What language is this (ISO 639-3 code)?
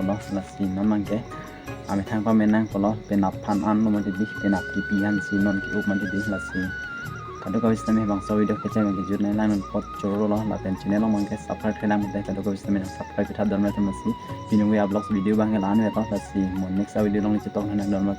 mjw